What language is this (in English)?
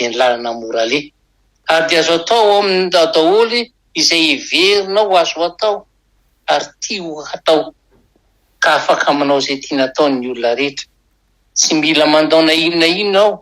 Malagasy